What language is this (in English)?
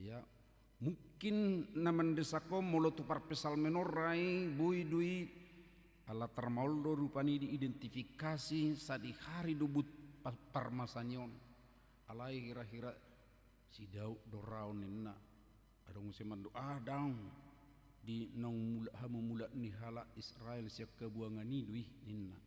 Batak Toba